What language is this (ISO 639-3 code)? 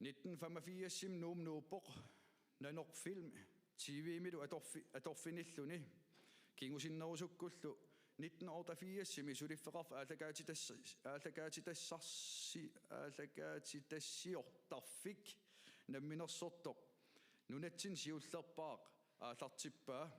kal